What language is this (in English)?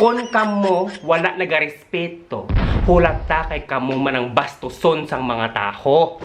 Hiligaynon